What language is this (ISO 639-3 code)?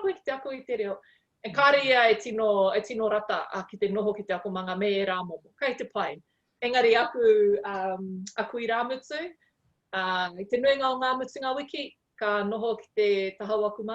mri